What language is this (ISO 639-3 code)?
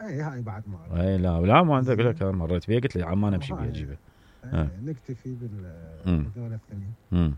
acm